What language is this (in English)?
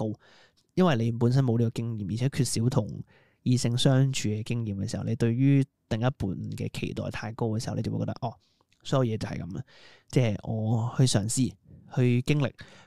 Cantonese